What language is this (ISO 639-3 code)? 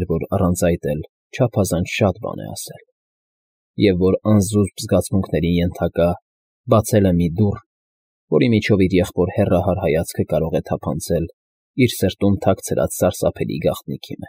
hye